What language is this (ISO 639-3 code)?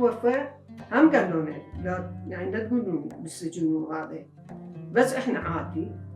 acm